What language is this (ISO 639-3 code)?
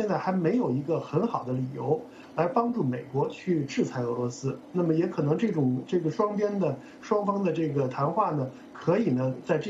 zho